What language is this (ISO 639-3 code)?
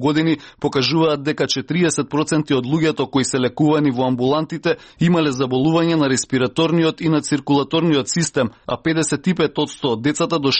mkd